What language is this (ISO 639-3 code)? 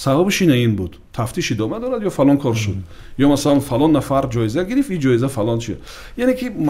tgk